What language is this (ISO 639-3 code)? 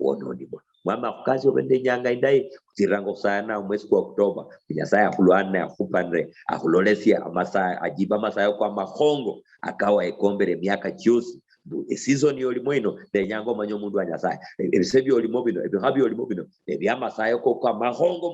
luy